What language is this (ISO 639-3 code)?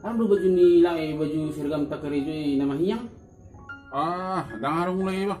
bbc